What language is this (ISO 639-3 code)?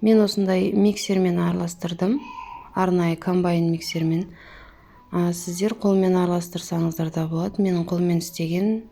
kaz